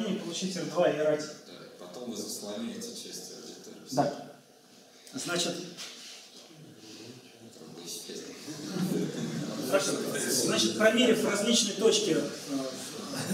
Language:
Russian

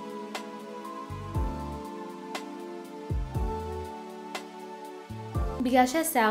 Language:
Hebrew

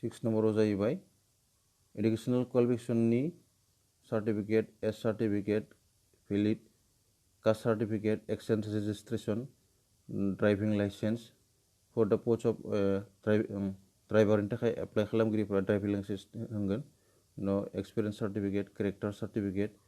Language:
Bodo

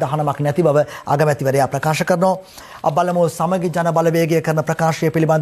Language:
Sinhala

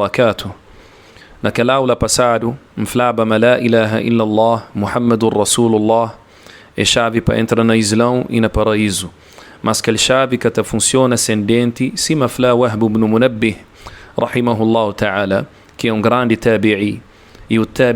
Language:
Kabuverdianu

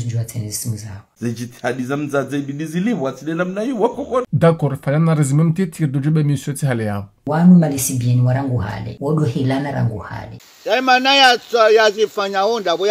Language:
Ngazidja Comorian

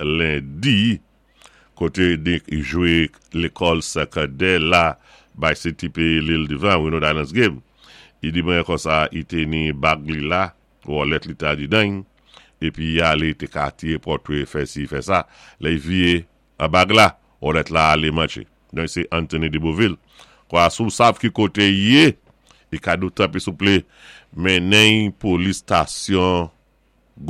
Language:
Saint Lucian Creole French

